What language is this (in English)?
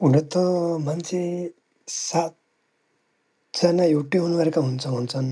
Nepali